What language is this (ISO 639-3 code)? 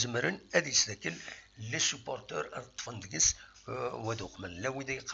kab